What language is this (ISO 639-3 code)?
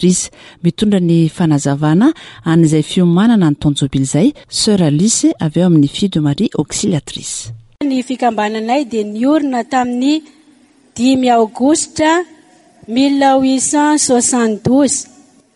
mlg